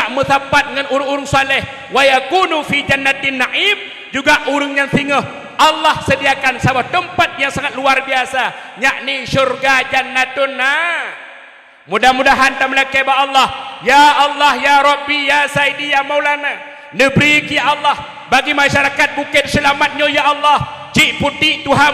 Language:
Achinese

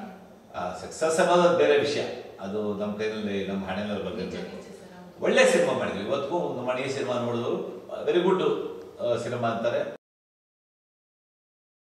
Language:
Kannada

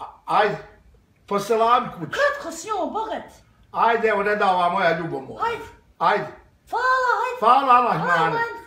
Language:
Bosnian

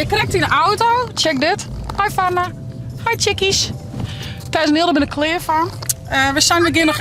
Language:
Western Frisian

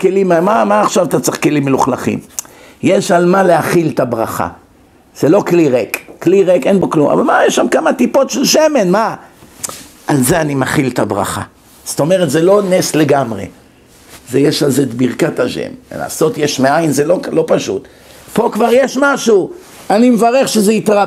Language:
Hebrew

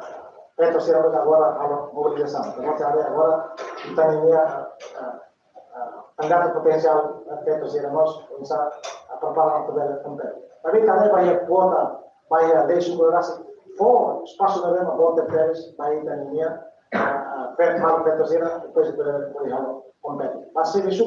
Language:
Tetum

